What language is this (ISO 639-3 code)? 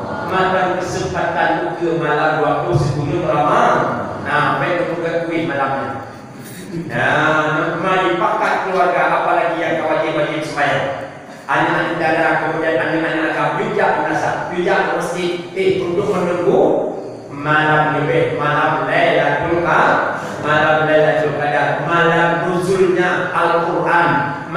ace